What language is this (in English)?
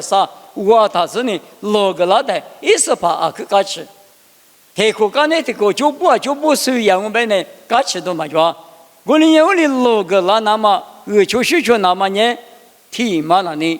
Lisu